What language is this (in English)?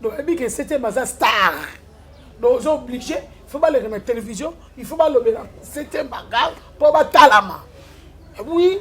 Lingala